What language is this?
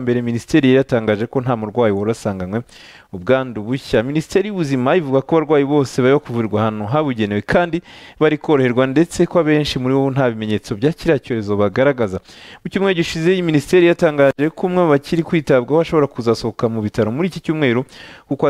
Kinyarwanda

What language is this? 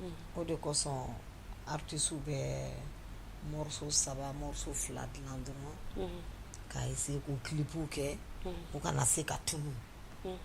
Bambara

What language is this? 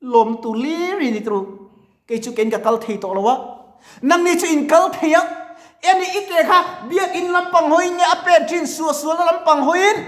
Mizo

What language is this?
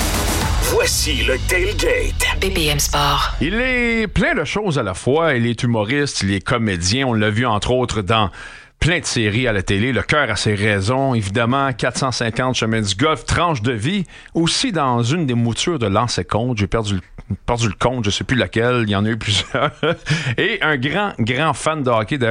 French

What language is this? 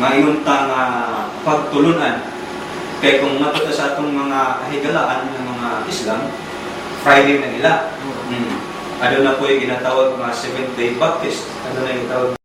Cebuano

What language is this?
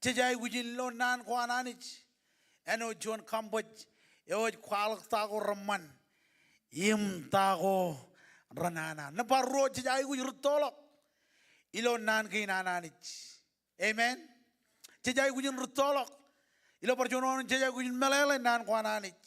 Marshallese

